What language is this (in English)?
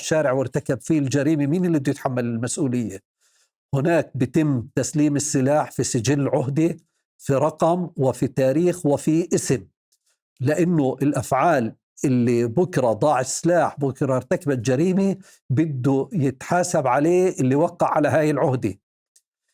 North Levantine Arabic